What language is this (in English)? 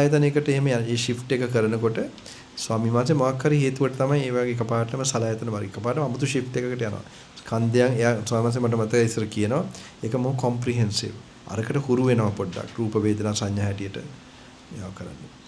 Sinhala